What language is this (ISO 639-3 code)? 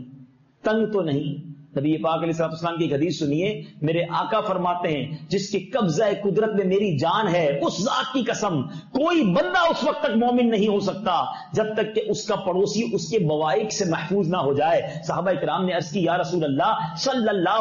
urd